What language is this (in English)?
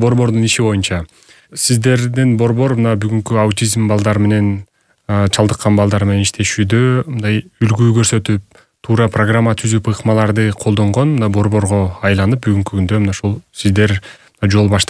Kyrgyz